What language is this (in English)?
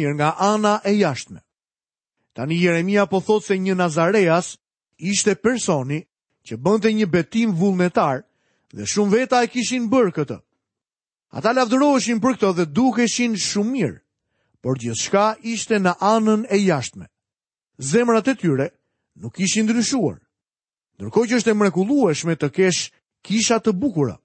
Albanian